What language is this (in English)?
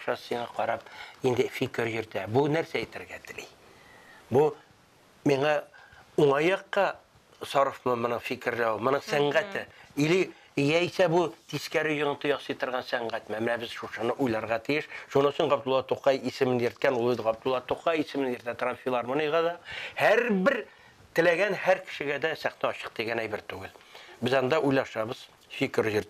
Tatar